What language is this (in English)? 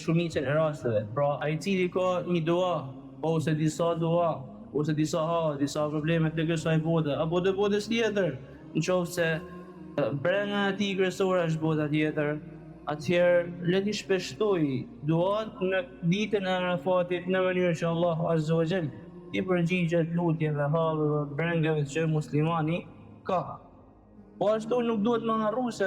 Albanian